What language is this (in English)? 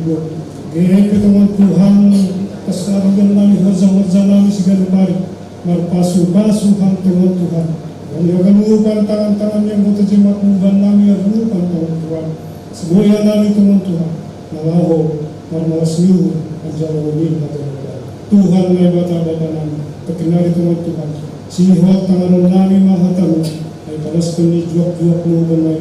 Batak Simalungun